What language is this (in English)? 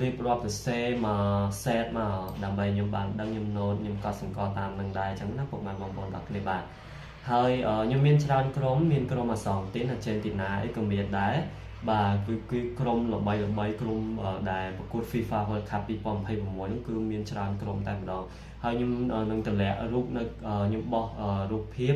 Khmer